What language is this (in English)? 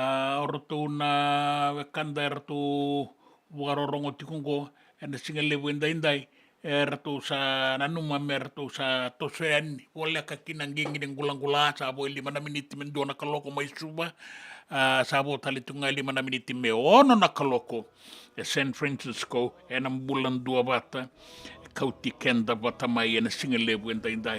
Fijian